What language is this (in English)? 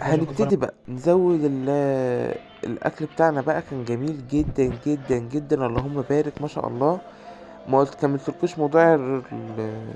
Egyptian Arabic